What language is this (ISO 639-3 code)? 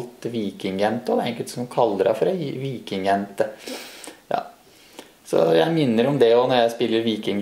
nor